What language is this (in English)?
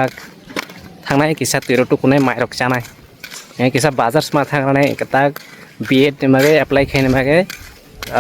Kok Borok